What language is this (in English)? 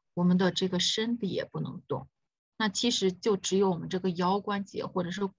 Chinese